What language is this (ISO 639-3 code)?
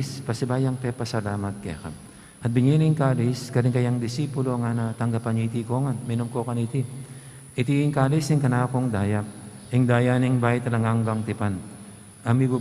pam